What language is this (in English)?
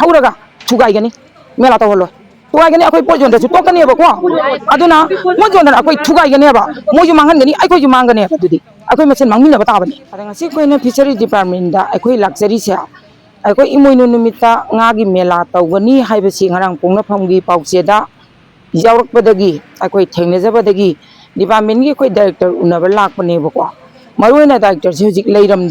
Manipuri